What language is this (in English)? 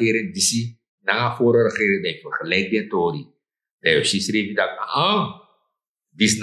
Sranan Tongo